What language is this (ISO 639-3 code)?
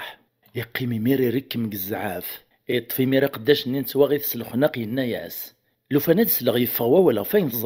kab